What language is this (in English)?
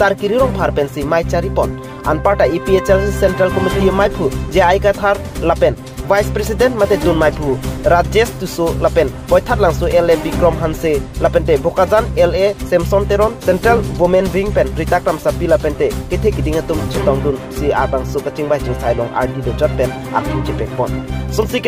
Karbi